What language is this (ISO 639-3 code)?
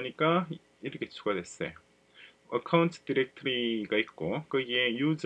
kor